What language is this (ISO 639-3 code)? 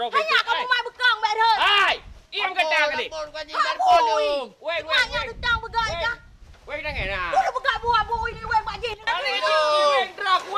ace